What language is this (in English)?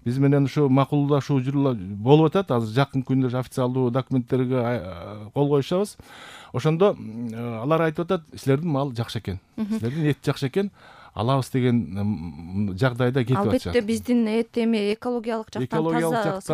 Kyrgyz